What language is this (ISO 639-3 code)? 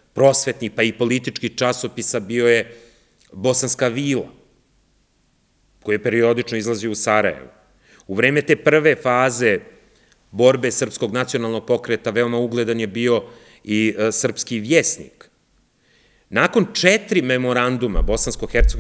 srp